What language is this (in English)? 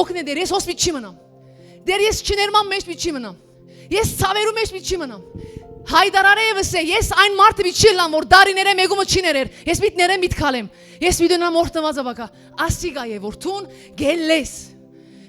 Western Armenian